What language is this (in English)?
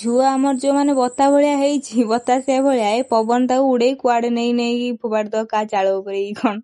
Odia